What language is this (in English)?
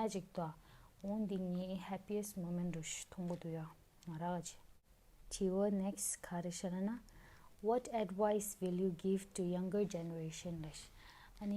Tibetan